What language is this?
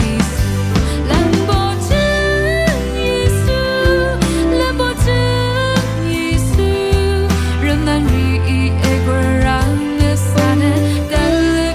Rawang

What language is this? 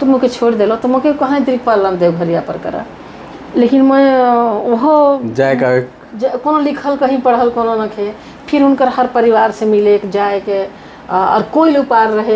Sadri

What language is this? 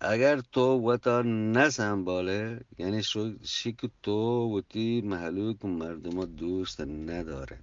Eastern Balochi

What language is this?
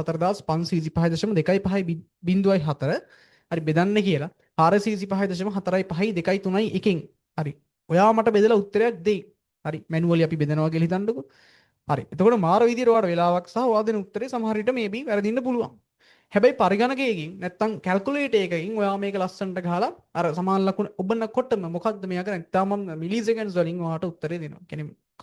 Sinhala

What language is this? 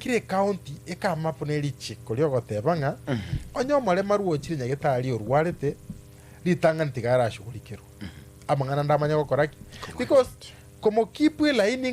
Gusii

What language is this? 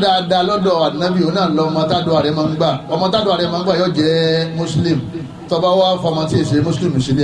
Yoruba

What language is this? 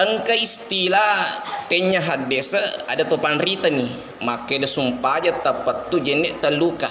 Buginese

